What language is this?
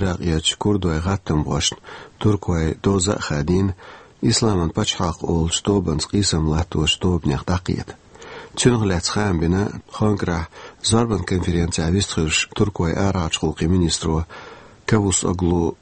Chechen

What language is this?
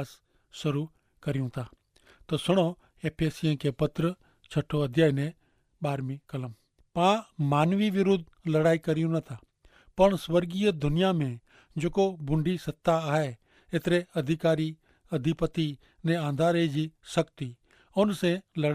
Kachhi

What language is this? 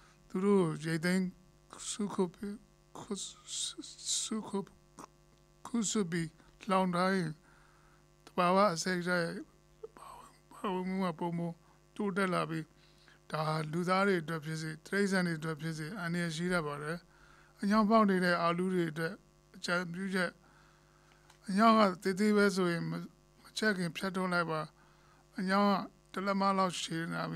Burmese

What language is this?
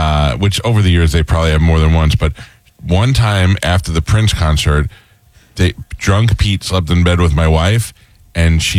English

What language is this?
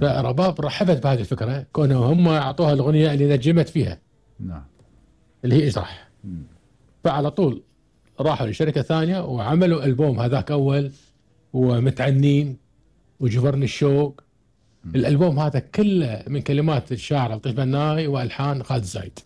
Gulf Arabic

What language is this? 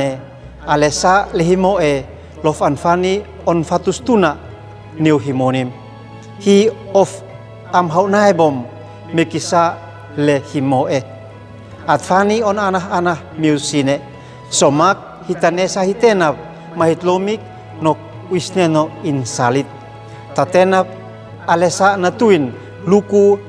Uab Meto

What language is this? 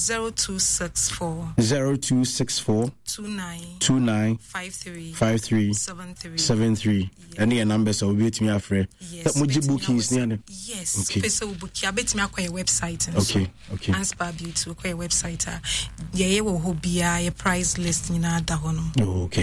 Akan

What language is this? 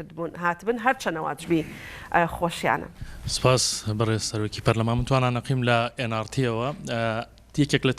Central Kurdish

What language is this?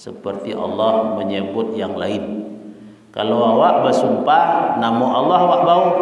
Minangkabau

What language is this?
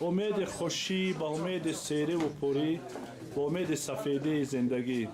Persian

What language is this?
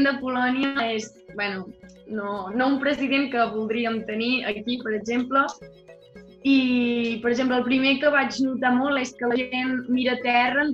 Catalan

